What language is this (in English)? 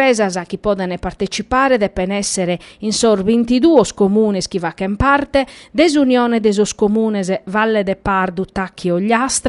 Sardinian